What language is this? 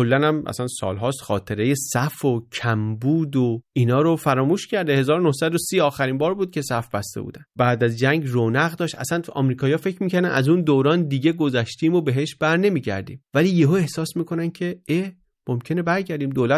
Persian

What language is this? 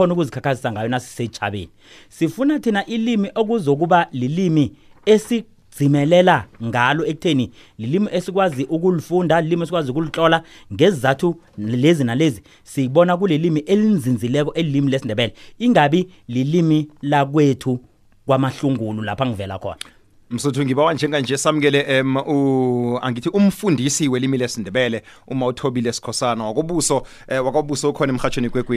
South Ndebele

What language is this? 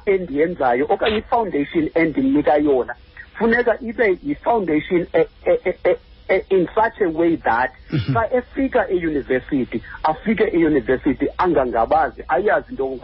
Xhosa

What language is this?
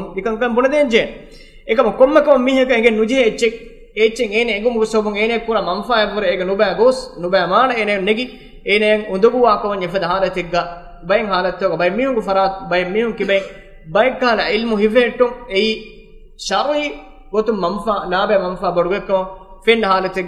Divehi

